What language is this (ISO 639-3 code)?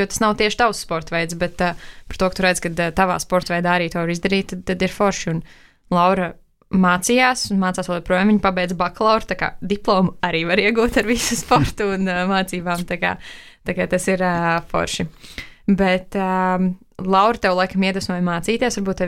lav